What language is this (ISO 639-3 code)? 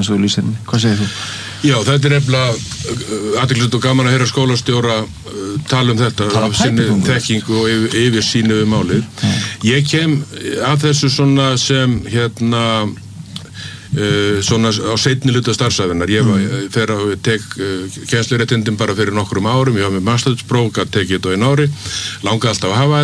isl